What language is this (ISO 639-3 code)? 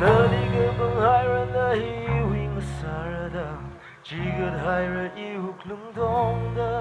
nmf